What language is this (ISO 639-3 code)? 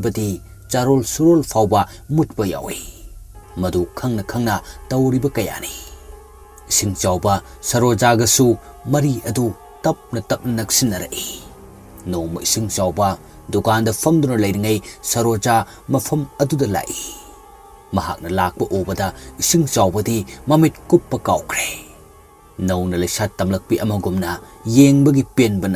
mni